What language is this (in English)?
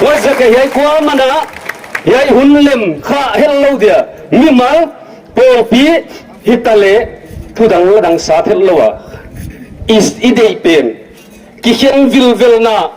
Paite Chin